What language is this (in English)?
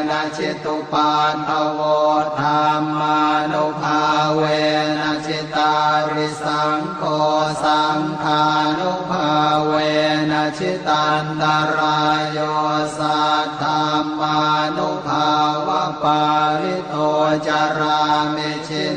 Pali